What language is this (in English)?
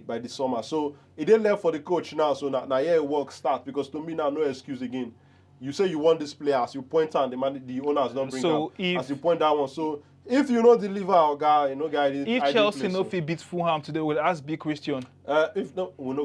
Nigerian Pidgin